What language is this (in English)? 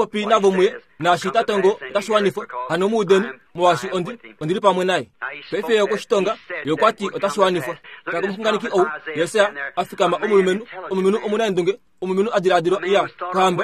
Kuanyama